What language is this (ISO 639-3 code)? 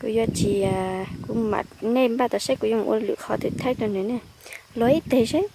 hmn